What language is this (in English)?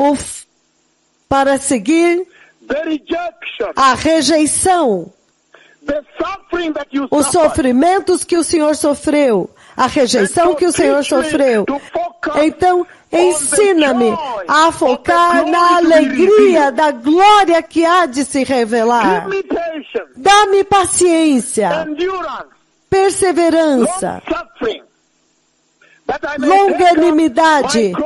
Portuguese